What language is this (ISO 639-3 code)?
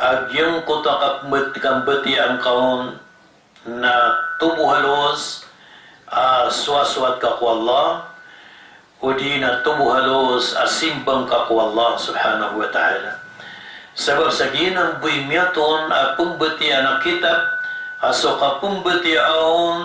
mrw